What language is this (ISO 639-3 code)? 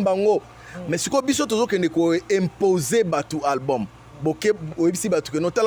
lin